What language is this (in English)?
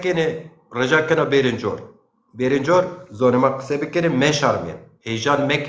Zaza